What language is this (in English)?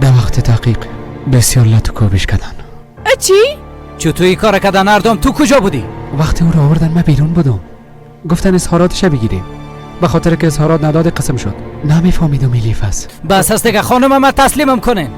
Persian